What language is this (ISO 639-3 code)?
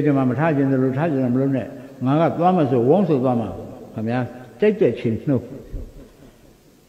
mya